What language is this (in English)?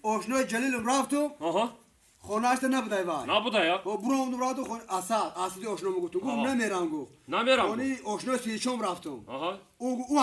Tajik